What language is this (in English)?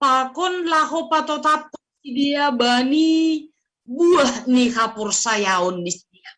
Batak Simalungun